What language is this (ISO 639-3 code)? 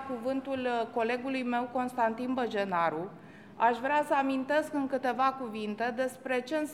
ron